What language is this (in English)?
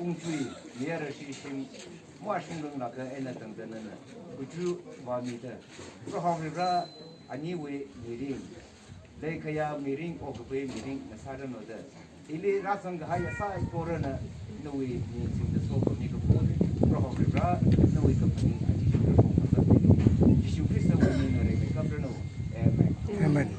Tangkhul Naga (India)